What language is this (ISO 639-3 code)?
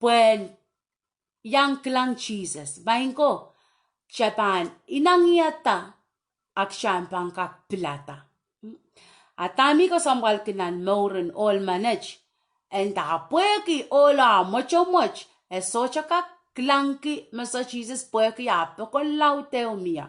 pon